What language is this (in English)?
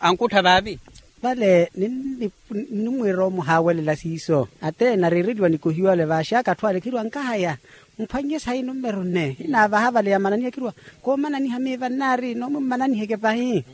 Makhuwa